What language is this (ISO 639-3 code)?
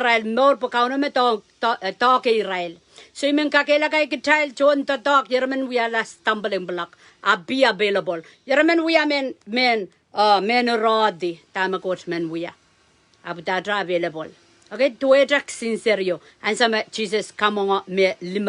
pon